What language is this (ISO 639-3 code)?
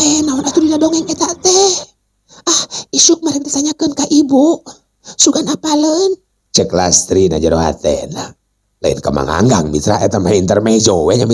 sun